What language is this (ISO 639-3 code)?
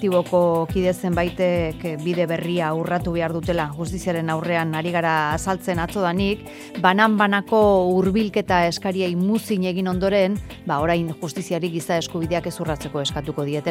eus